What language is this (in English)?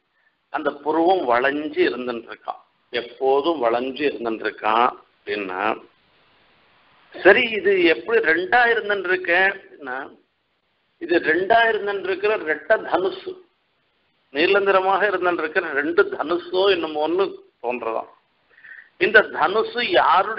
Tamil